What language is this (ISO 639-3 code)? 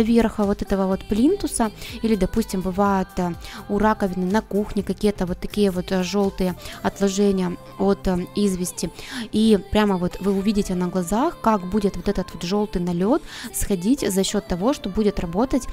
rus